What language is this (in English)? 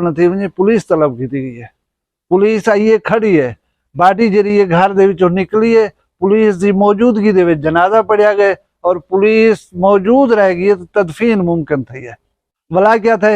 Saraiki